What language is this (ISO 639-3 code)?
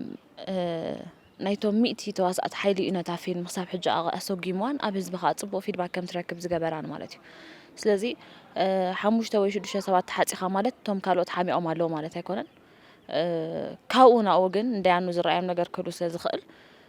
tir